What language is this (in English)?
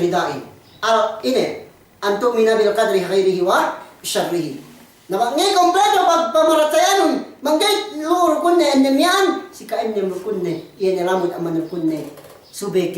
Yakan